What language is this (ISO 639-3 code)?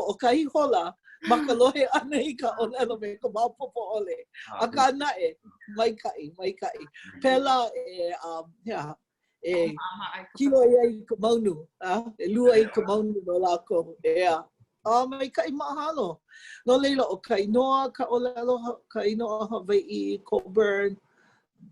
haw